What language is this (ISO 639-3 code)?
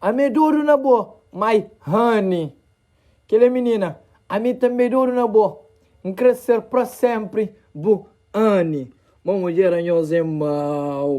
kea